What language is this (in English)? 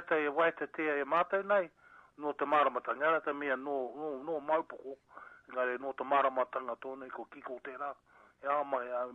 Māori